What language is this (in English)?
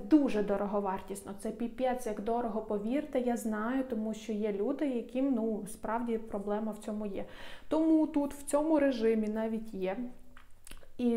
Ukrainian